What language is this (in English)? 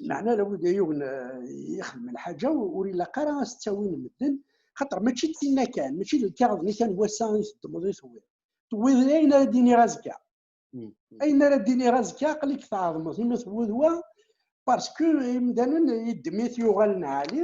Kabyle